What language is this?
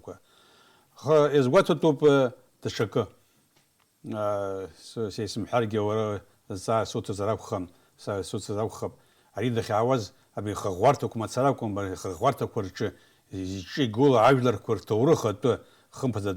Abkhazian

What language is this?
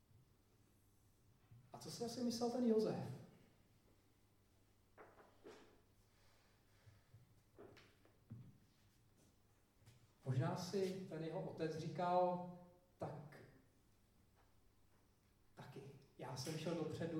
Czech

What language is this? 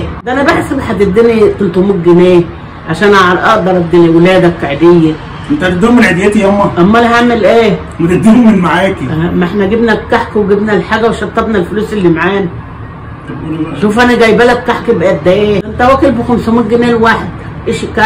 Egyptian Arabic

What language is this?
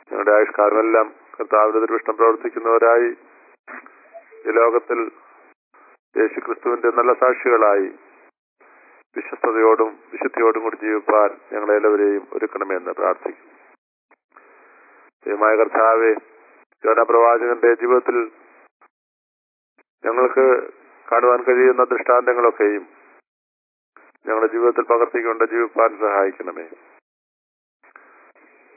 Malayalam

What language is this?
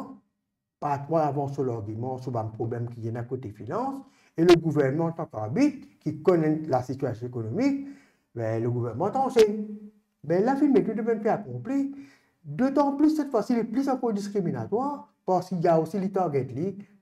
Morisyen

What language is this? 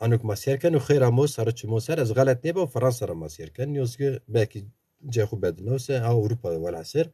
Zaza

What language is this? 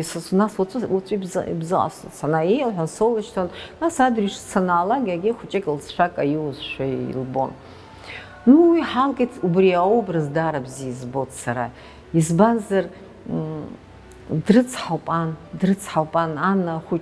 Abkhazian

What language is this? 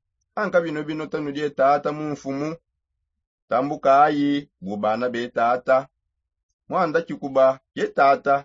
Songe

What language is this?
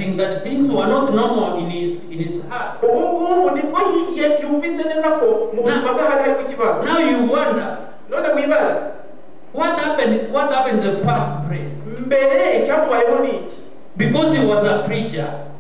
Kinyarwanda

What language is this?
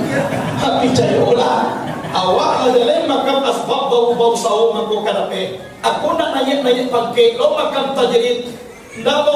Minangkabau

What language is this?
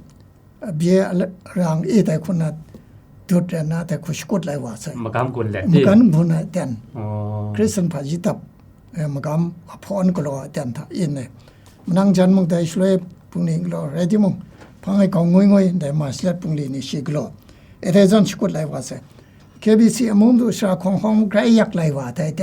Kachin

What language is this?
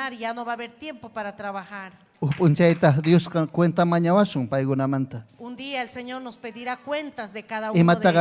Ayacucho Quechua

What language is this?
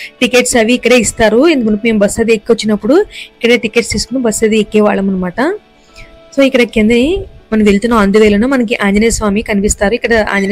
Telugu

